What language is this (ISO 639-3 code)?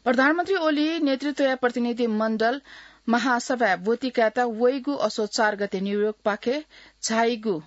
new